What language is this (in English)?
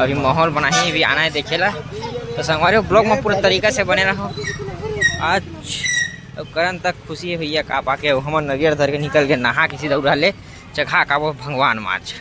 Chhattisgarhi